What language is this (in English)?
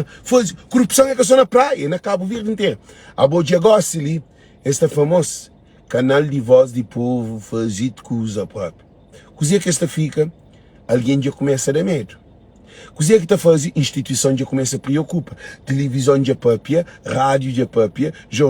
Kabuverdianu